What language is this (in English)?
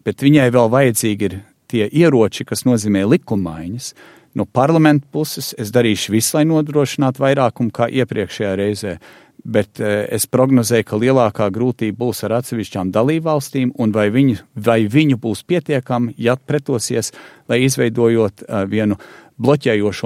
Latvian